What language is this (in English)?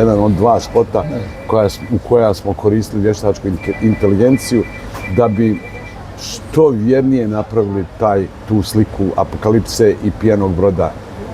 Bosnian